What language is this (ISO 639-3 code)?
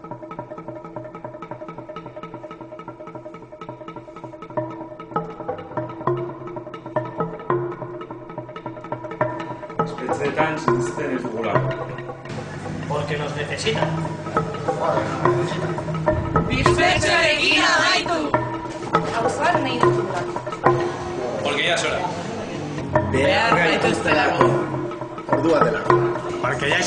eus